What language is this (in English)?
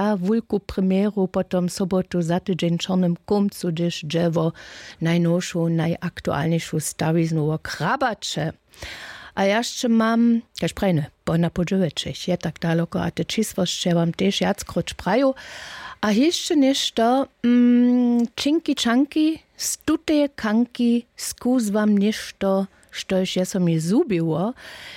Upper Sorbian